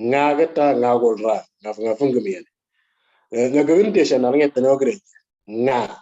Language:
Moro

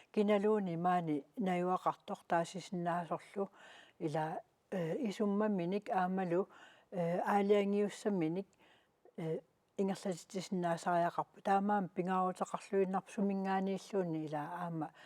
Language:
Kalaallisut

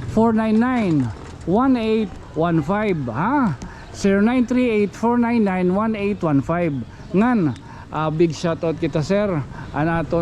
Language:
Waray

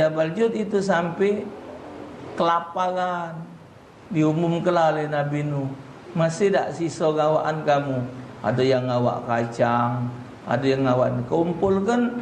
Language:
Musi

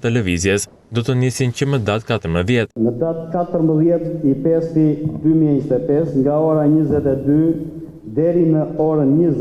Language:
Albanian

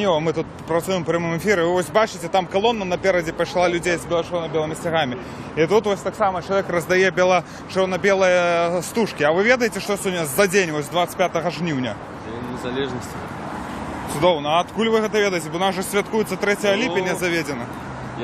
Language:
Belarusian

